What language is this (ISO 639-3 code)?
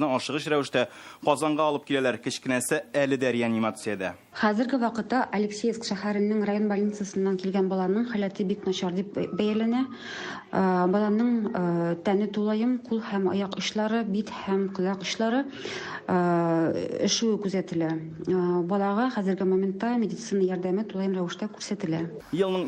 tat